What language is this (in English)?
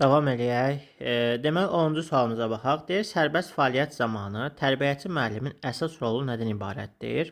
Azerbaijani